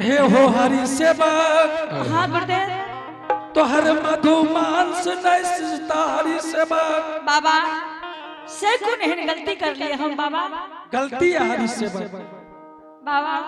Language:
Angika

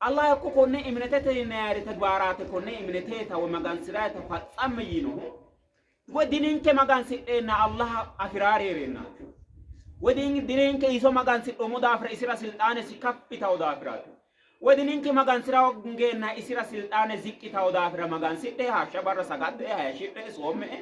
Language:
Sidamo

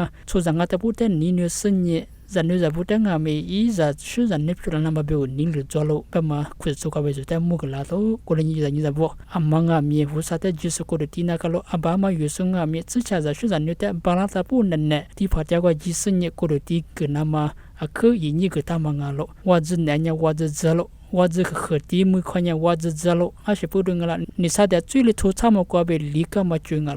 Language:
Lisu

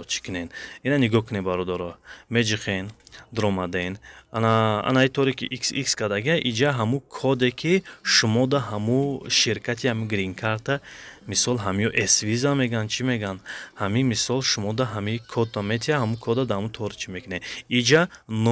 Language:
Tajik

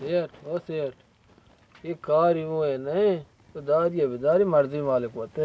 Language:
Baluchi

